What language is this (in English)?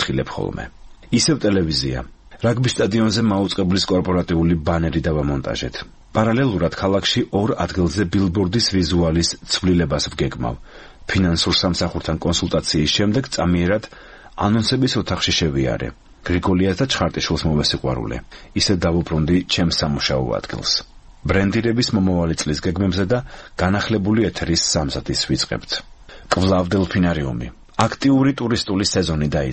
Georgian